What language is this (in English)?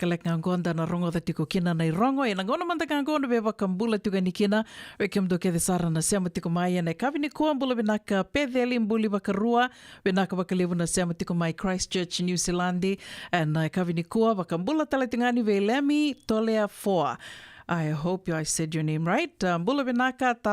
Fijian